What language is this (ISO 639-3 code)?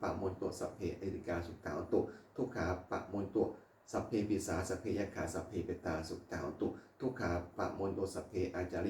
pli